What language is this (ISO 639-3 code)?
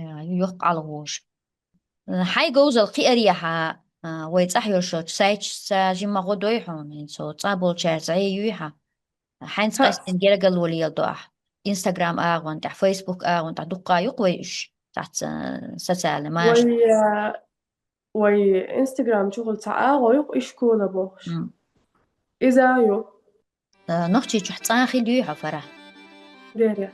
che